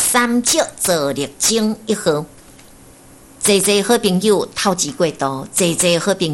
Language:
Min Nan Chinese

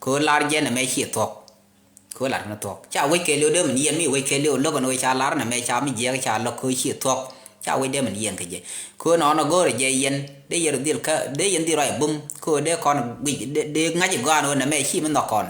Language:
Nuer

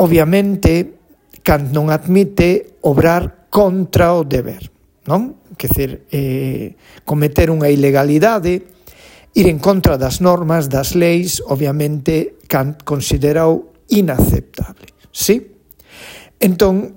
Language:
Galician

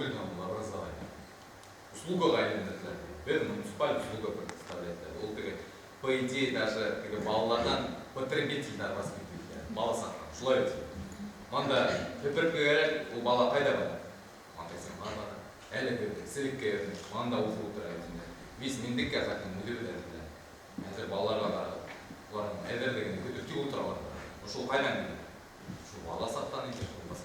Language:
Bashkir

